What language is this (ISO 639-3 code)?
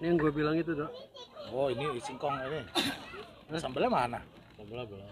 bew